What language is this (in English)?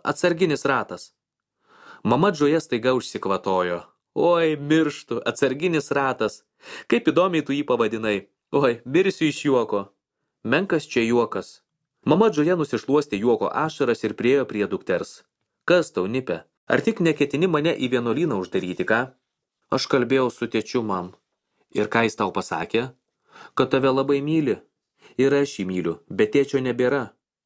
Lithuanian